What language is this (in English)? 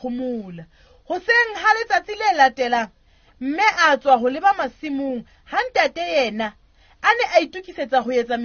Southern Sotho